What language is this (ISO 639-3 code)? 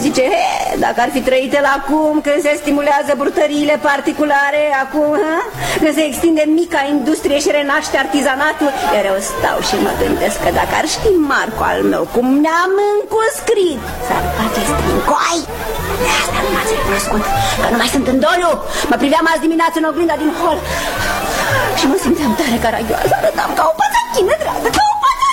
ron